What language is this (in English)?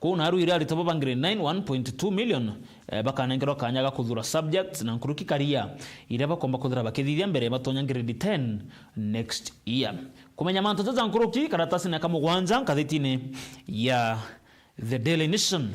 Meru